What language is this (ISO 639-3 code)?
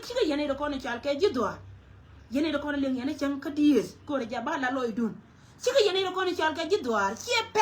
nus